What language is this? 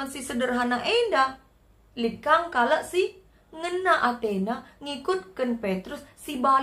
Batak Karo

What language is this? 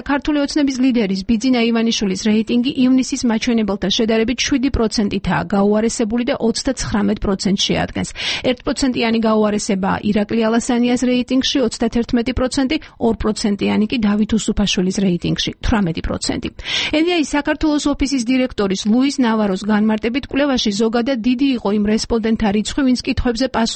Georgian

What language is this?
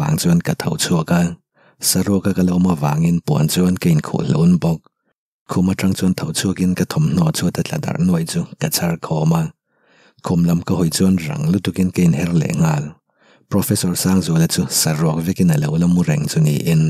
Mizo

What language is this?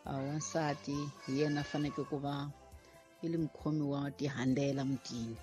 Tsonga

